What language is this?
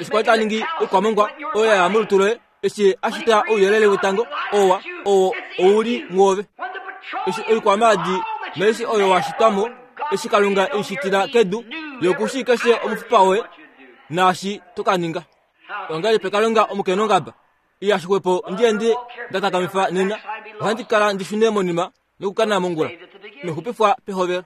Kuanyama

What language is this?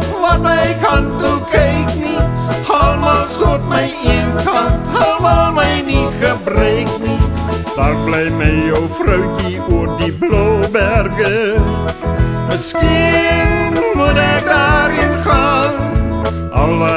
Afrikaans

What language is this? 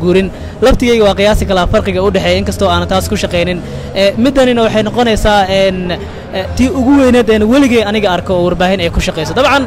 Somali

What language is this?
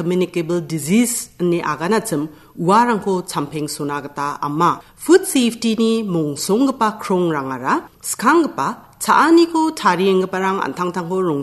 Garo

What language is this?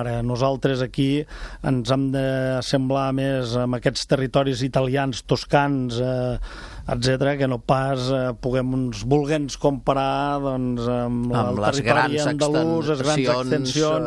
Catalan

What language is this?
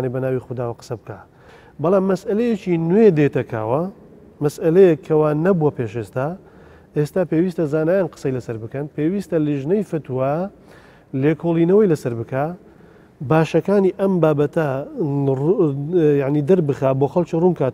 Central Kurdish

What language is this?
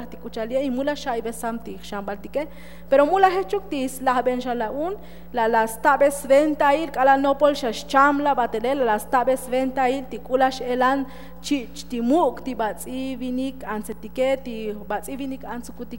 Tzotzil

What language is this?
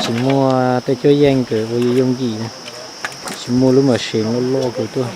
Hmong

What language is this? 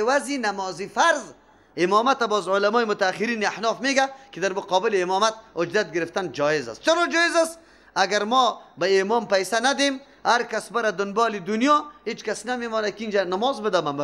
Persian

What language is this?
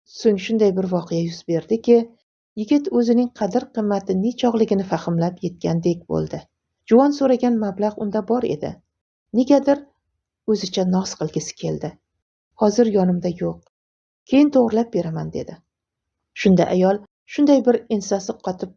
Uzbek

